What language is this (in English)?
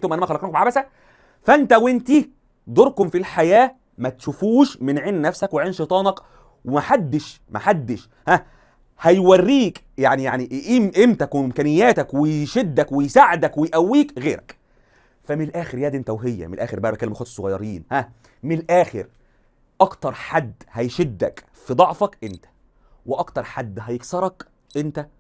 Egyptian Arabic